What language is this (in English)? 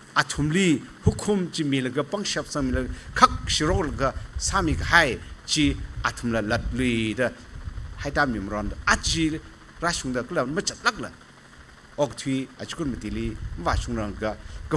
Tangkhul Naga (India)